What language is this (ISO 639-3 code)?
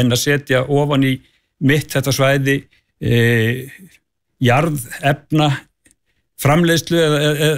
isl